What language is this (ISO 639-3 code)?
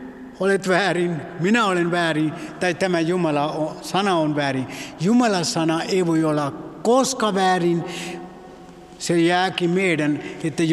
fin